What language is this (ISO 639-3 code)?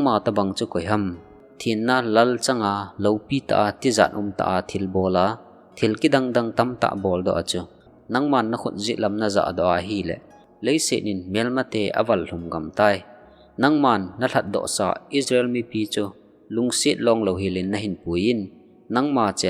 tcz